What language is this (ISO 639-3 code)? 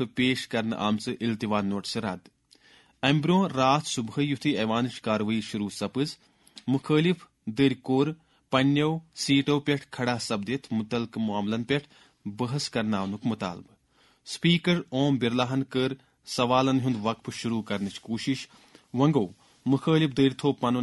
kas